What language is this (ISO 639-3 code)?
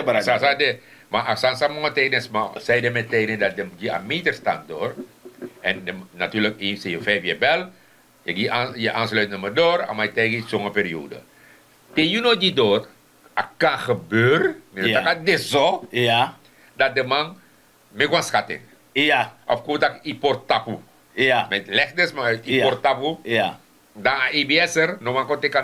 srn